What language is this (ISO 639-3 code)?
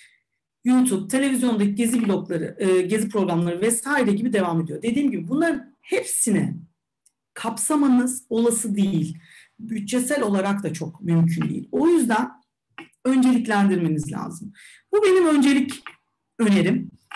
tur